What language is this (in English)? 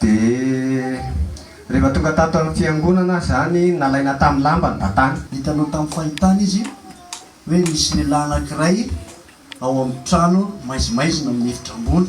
Malagasy